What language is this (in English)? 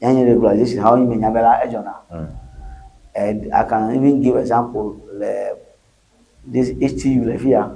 Ewe